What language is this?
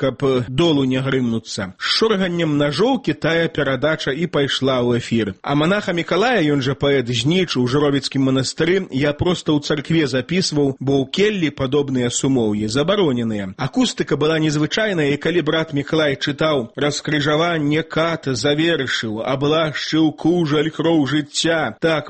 Belarusian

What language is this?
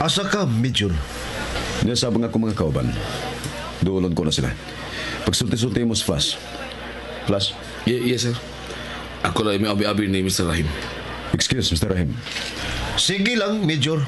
Cebuano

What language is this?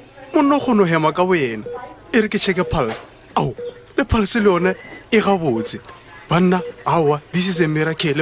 Northern Sotho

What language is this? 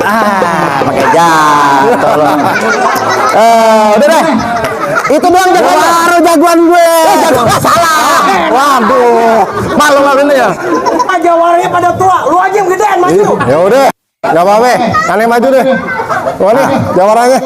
Betawi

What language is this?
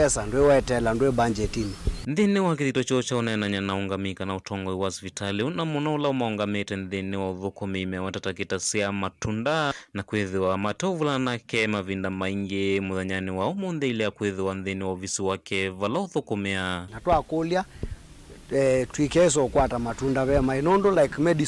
Kamba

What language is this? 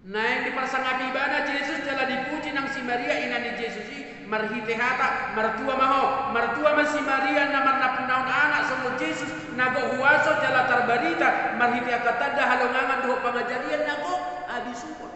Batak Toba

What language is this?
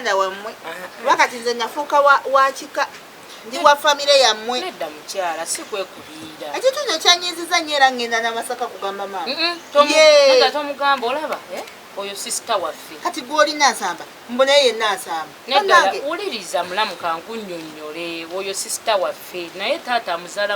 Ganda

